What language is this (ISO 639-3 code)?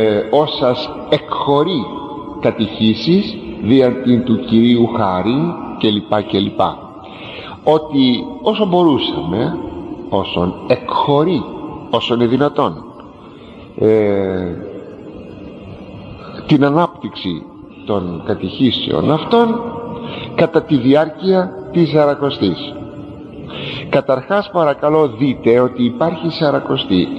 ell